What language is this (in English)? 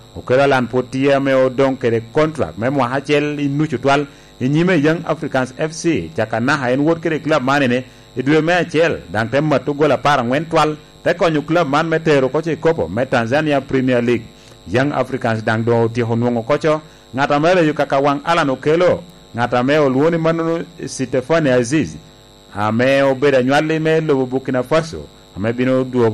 Lango (Uganda)